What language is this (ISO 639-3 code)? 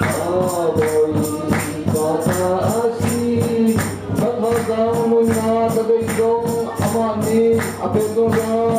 cnh